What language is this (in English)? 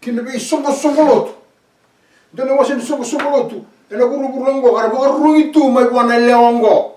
Fijian